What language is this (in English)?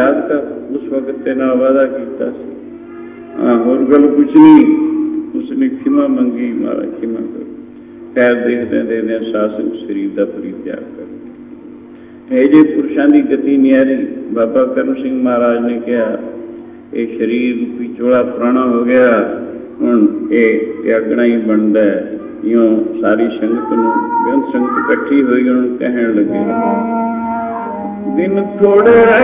Punjabi